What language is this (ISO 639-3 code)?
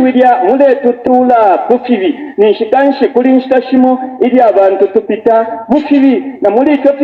bem